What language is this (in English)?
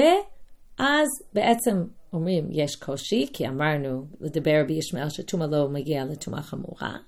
Hebrew